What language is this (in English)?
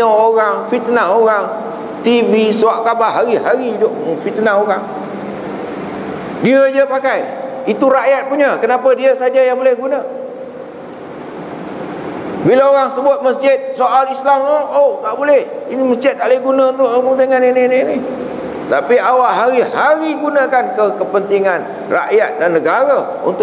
Malay